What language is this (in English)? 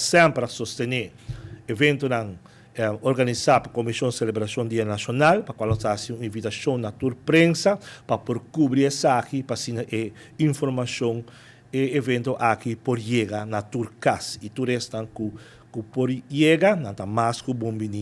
Papiamento